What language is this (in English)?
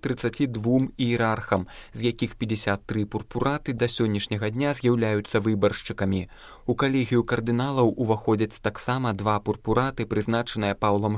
Belarusian